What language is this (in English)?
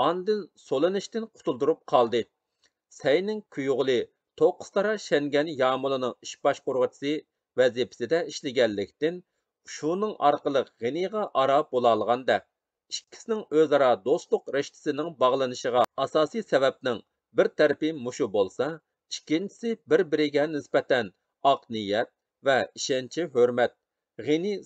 Uyghur